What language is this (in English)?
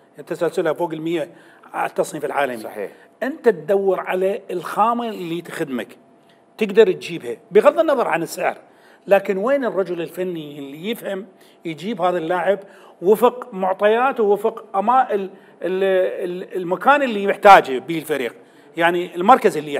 Mesopotamian Arabic